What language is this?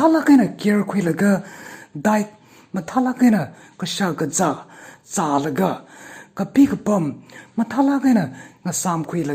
Tangkhul Naga (India)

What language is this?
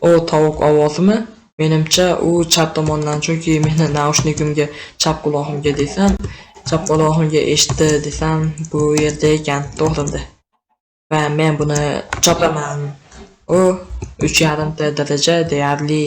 Uzbek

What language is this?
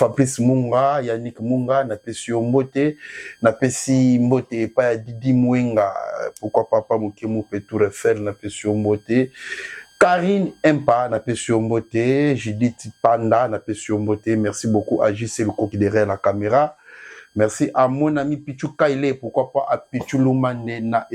Lingala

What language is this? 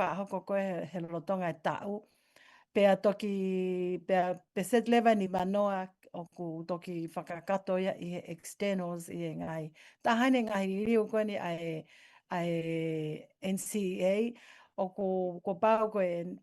Tongan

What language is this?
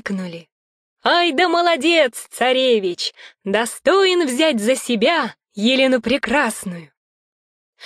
Russian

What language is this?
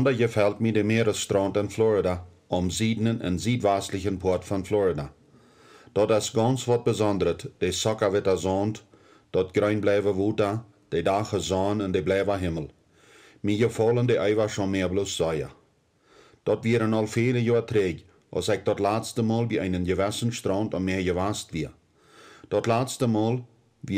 Plautdietsch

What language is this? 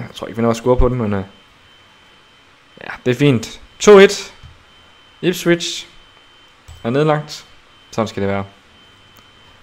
Danish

